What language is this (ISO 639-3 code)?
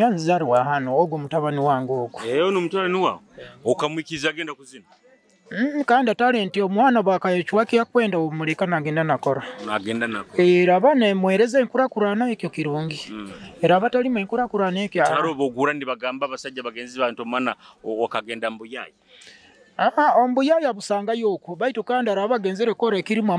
nyo